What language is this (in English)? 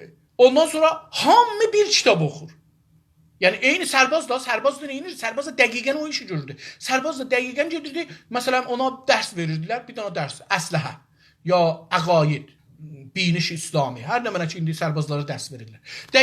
South Azerbaijani